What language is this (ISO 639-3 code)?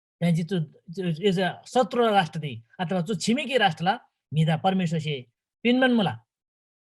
taj